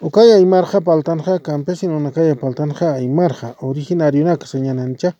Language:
Aymara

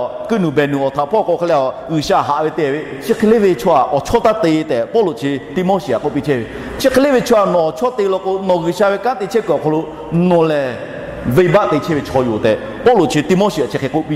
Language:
Lahu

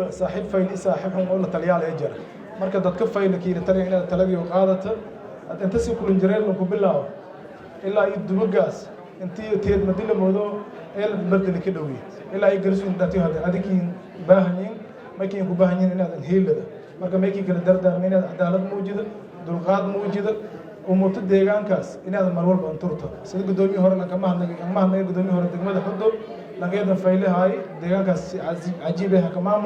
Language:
Somali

